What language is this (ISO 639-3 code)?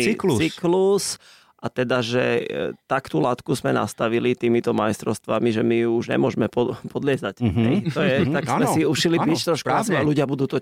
slk